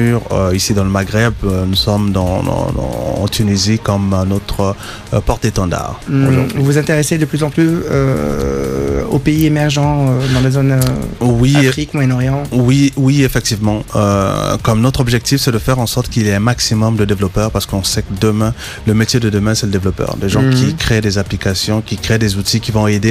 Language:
French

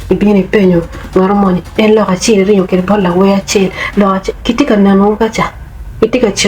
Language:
Acoli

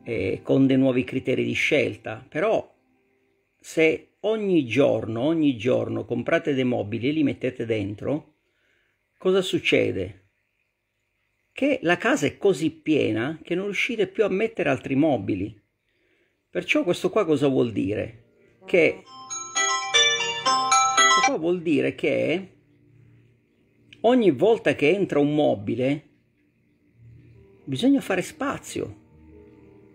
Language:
Italian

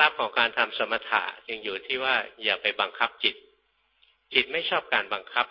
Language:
Thai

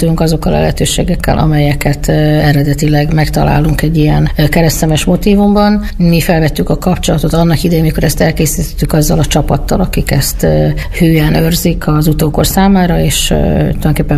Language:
Hungarian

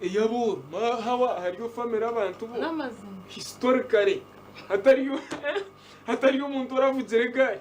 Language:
Nyankole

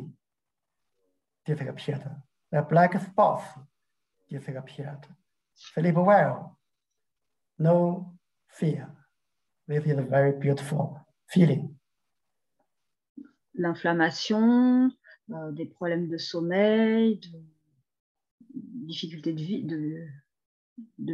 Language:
French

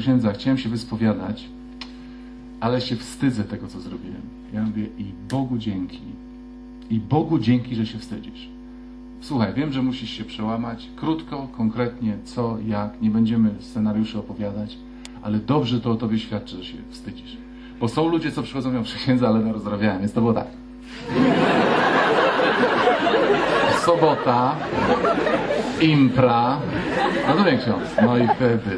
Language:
Polish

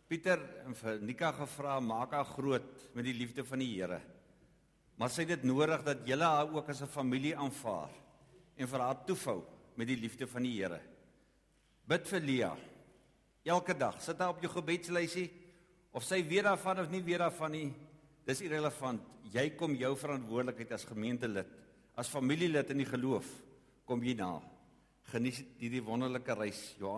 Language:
Afrikaans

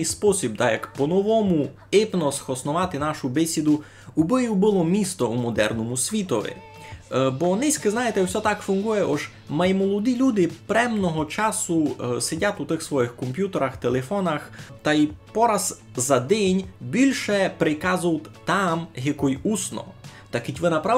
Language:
Rusyn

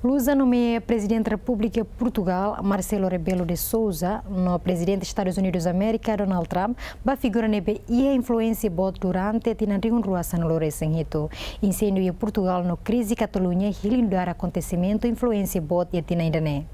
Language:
Tetum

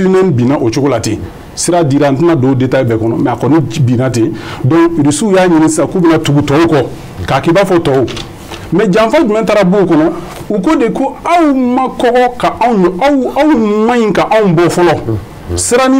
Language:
Bambara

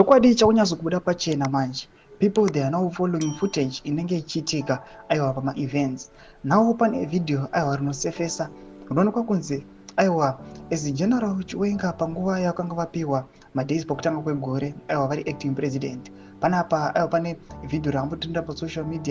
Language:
Shona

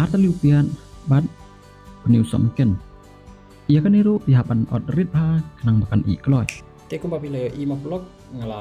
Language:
Khasi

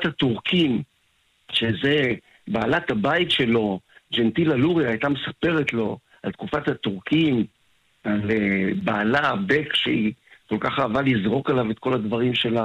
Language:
Hebrew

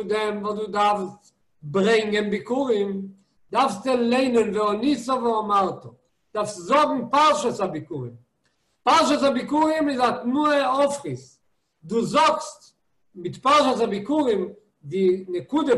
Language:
Yiddish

